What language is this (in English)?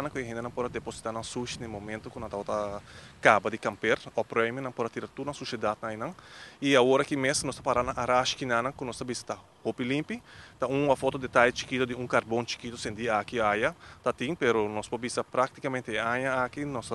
Papiamento